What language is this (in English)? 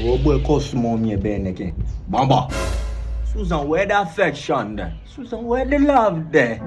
Jamaican Creole English